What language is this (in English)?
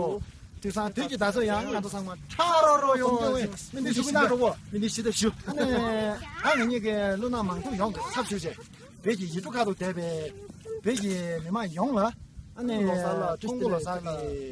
Tibetan